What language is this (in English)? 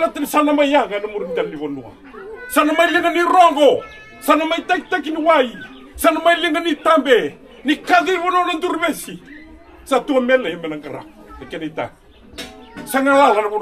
Fijian